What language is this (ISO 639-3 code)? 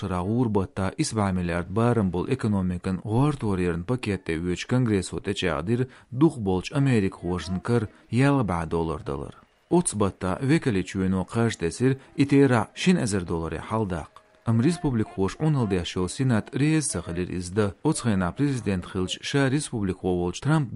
che